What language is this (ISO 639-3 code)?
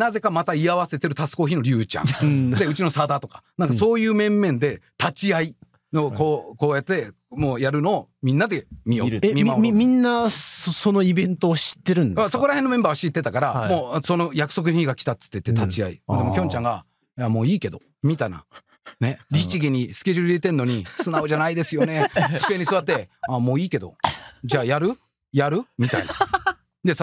jpn